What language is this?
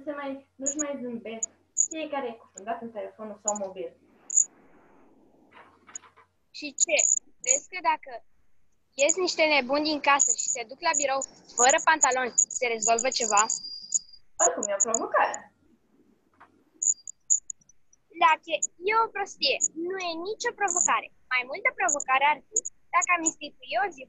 Romanian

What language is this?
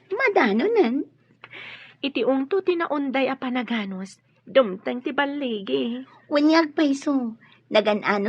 Iloko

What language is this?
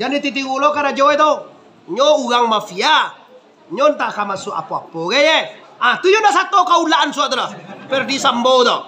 Minangkabau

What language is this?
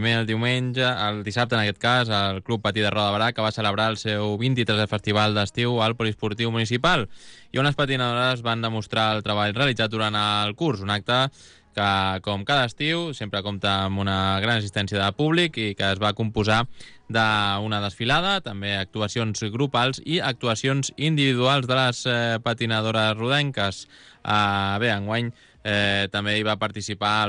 Catalan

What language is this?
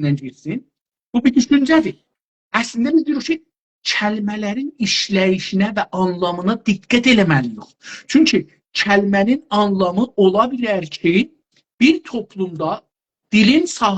South Azerbaijani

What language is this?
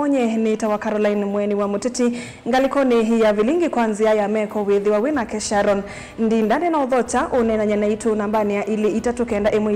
Kamba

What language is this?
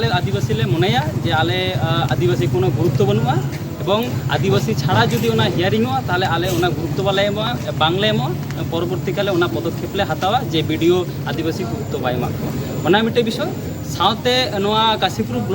Santali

